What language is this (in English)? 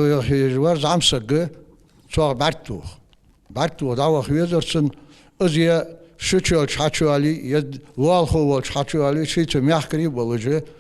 Ingush